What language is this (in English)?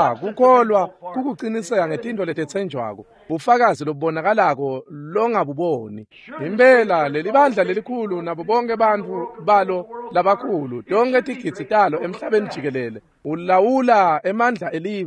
Swati